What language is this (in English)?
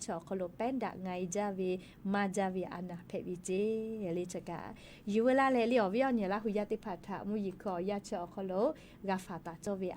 Lahu